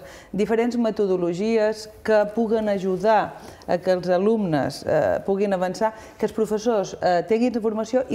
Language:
Catalan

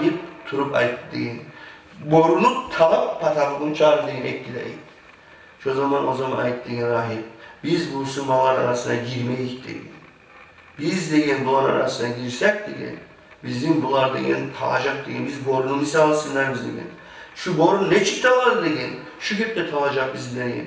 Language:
Kumyk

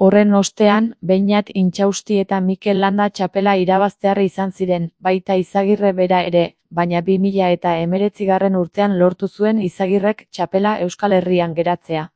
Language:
Basque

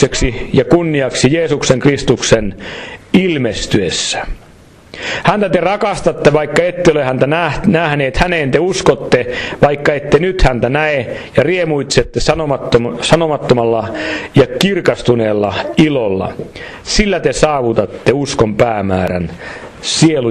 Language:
Finnish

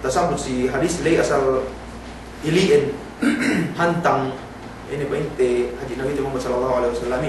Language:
Yakan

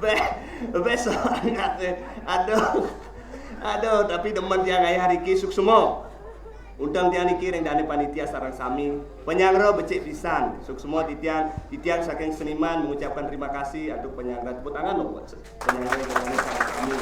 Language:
Balinese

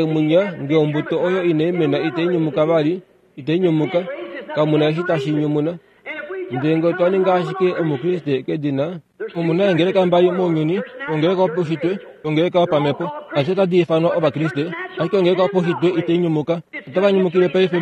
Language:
Kuanyama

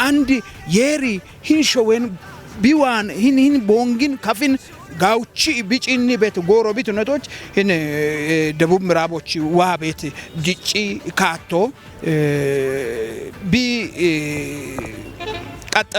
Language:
Kafa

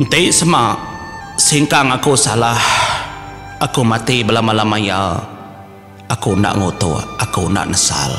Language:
Iban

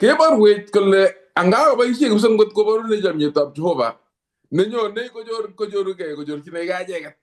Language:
Kalenjin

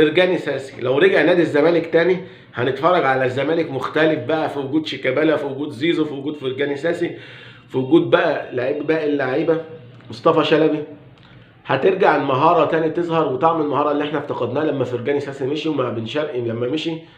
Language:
Egyptian Arabic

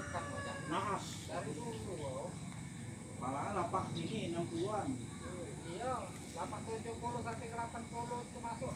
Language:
Musi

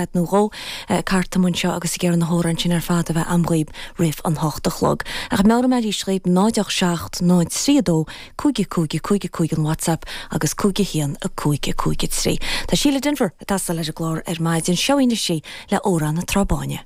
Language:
Irish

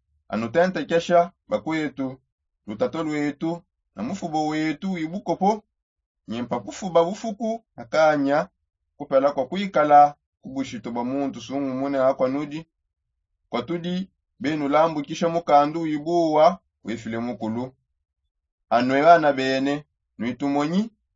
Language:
Songe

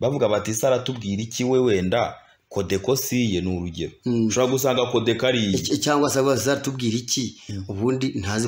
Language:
Kinyarwanda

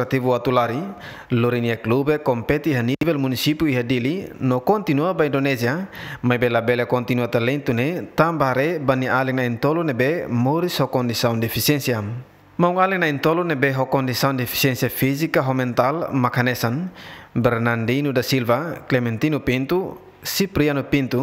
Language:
Tetum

